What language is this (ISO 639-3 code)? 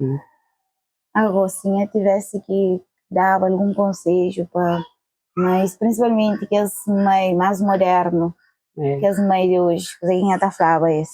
kea